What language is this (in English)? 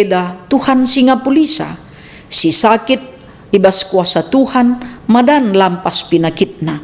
Batak Karo